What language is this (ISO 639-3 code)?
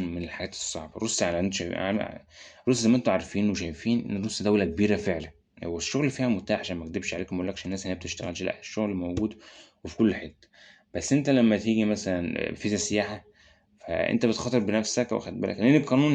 arz